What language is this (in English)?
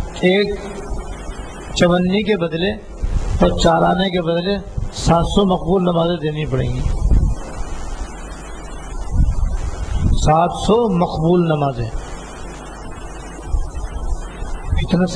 Urdu